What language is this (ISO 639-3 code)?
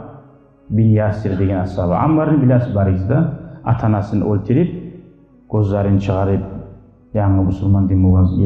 kum